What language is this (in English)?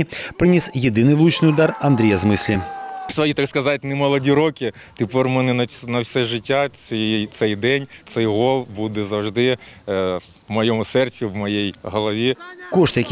Ukrainian